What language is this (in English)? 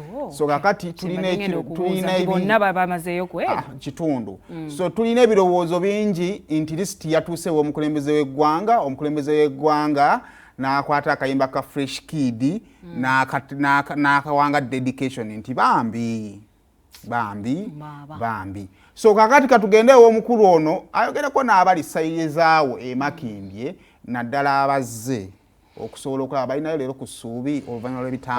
Ganda